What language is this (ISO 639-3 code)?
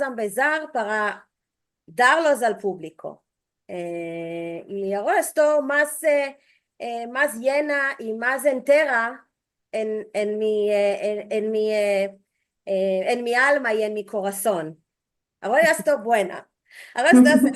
lad